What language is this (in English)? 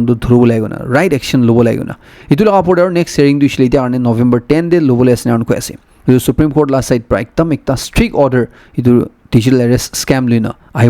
Naga Pidgin